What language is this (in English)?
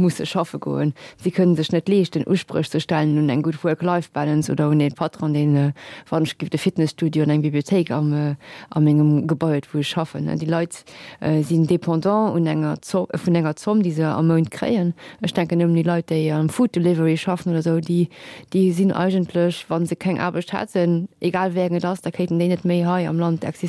Luxembourgish